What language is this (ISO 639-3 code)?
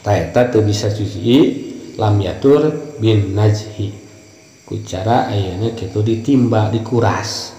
sun